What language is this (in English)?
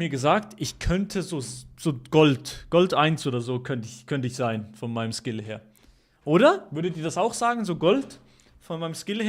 Swiss German